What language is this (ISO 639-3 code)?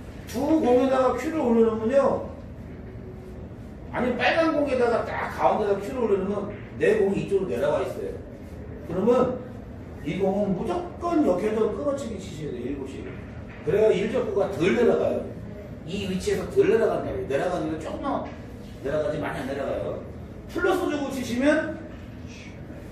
kor